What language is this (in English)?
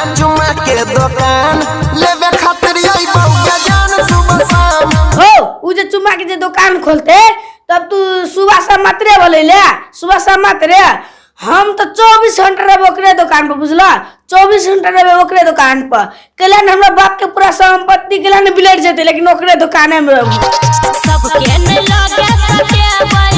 Maithili